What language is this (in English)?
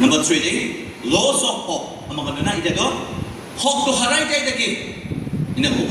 Naga Pidgin